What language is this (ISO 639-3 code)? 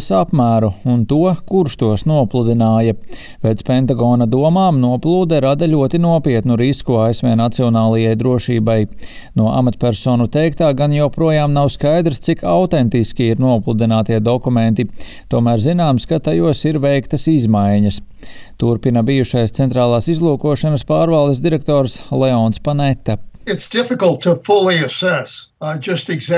lav